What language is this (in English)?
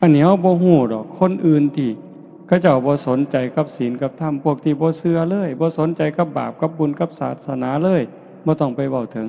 Northeastern Thai